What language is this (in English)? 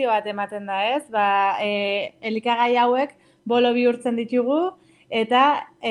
Basque